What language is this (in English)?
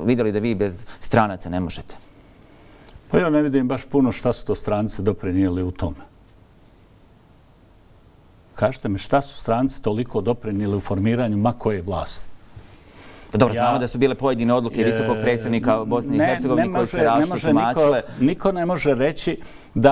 Bosnian